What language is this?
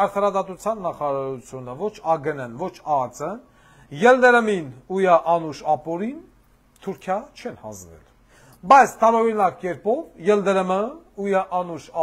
Armenian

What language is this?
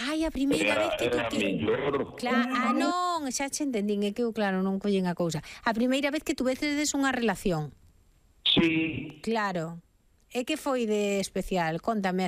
Galician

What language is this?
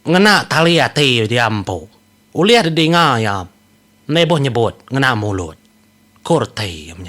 Iban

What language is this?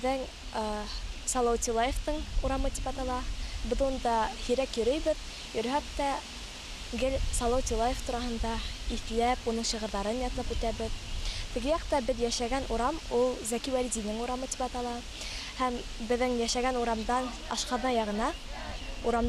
Bashkir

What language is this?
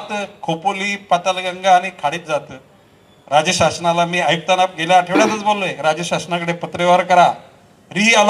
Marathi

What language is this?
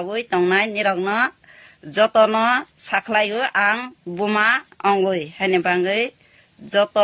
Kok Borok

